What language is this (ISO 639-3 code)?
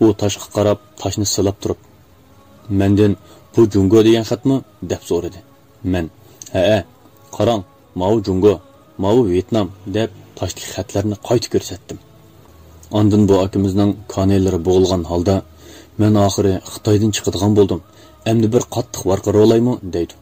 uig